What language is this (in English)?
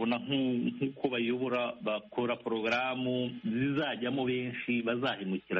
Kinyarwanda